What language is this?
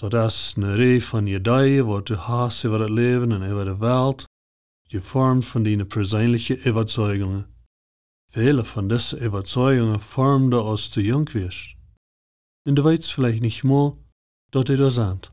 Plautdietsch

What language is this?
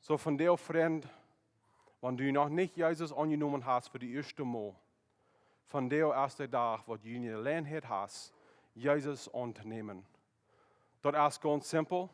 Plautdietsch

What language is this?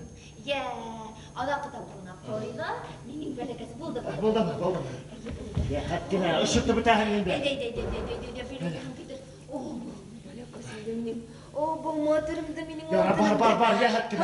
Bashkir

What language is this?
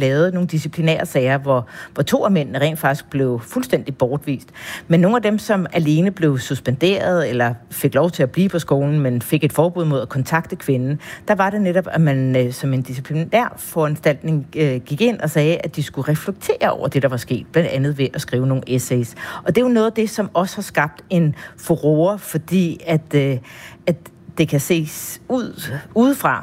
Danish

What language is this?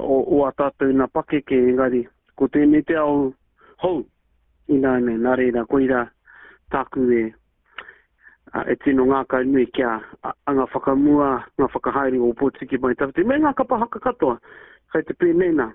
Māori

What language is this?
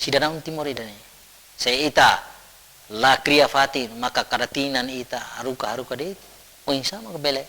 Tetum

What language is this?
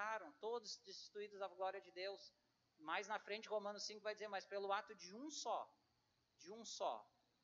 Portuguese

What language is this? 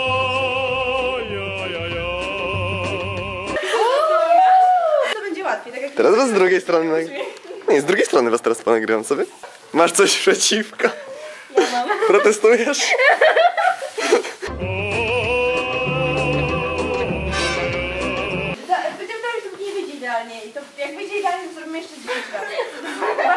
Polish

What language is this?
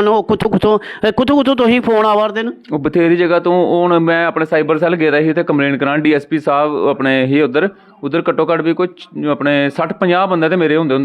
Dogri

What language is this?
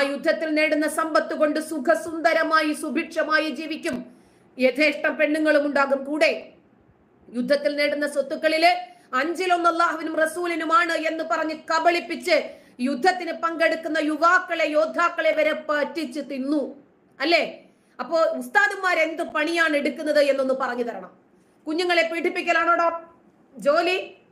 Malayalam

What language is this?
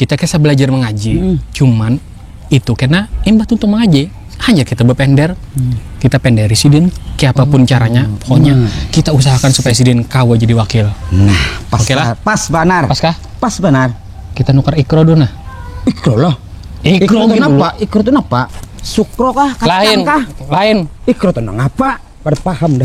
Banjar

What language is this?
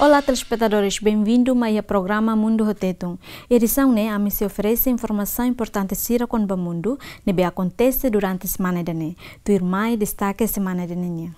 Tetum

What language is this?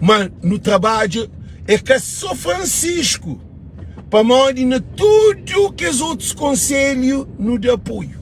Kabuverdianu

